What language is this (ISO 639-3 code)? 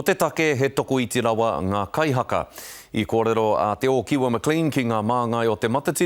mri